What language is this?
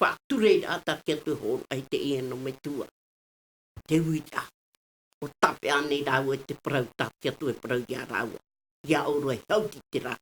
Tahitian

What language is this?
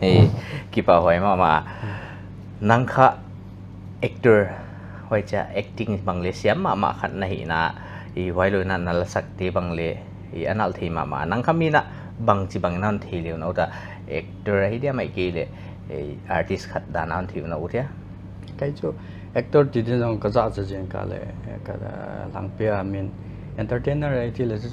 Paite Chin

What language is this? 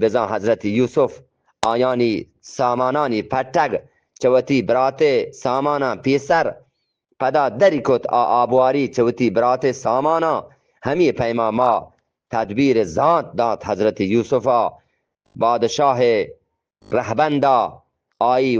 Eastern Balochi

